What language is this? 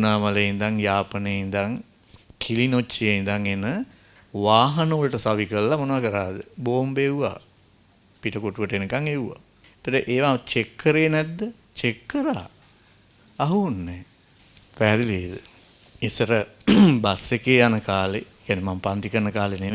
Sinhala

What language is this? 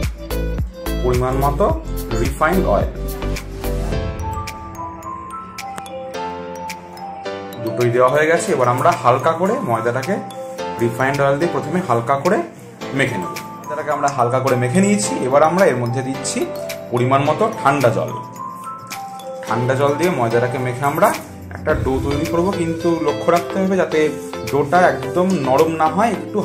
Bangla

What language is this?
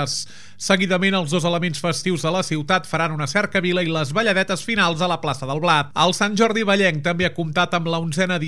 Catalan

